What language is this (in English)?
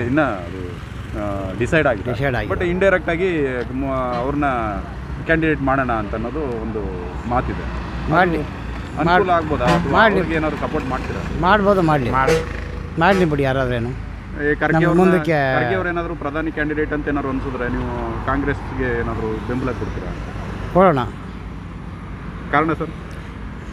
Kannada